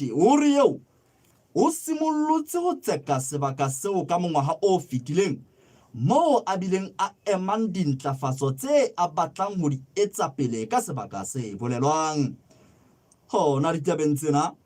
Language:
Southern Sotho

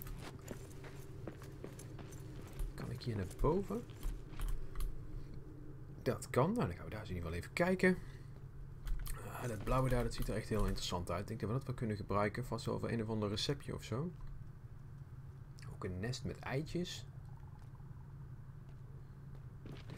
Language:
Dutch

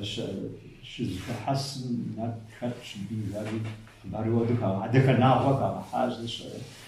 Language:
Kabardian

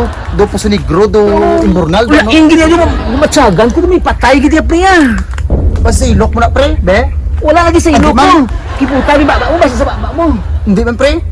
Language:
Hiligaynon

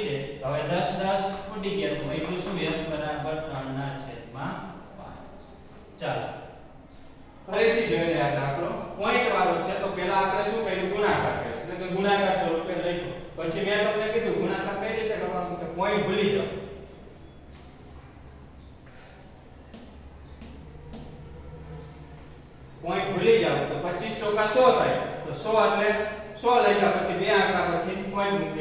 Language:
Gujarati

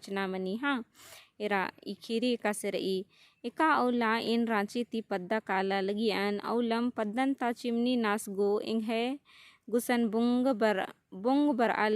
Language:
Kurukh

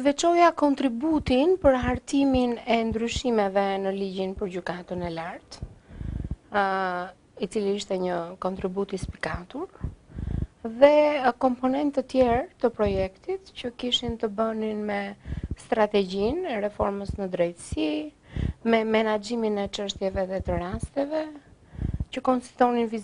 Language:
Albanian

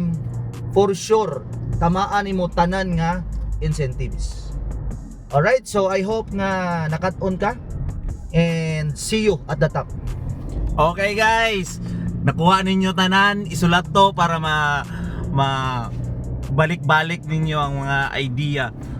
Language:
Cebuano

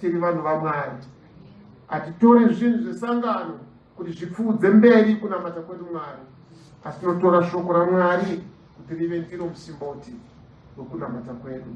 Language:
Shona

